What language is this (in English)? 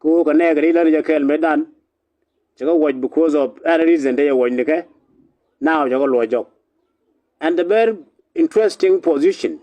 Nuer